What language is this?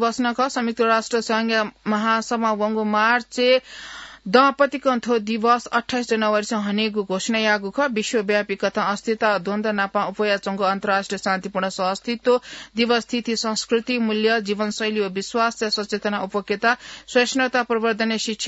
Newari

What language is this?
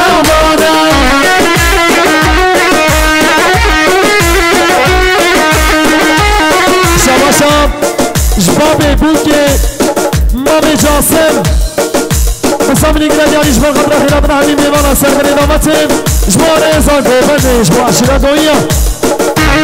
Kurdish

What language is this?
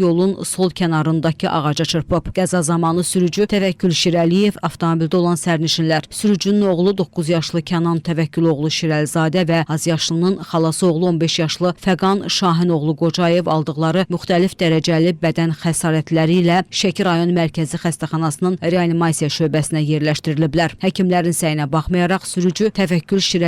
Azerbaijani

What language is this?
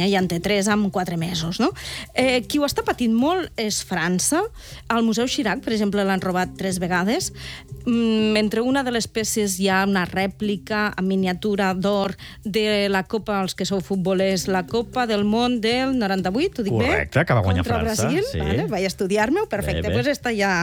Catalan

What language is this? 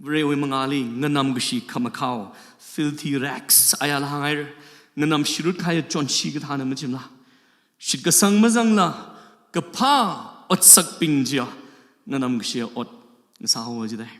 Tangkhul Naga (India)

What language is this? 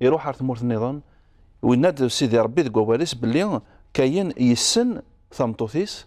Kabyle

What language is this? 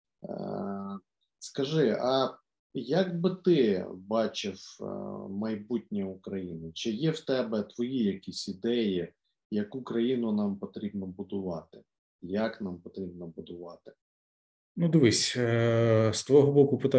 Ukrainian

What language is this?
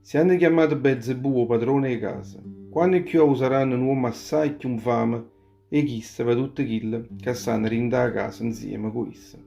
Neapolitan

